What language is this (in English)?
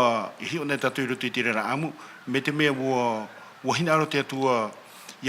Tahitian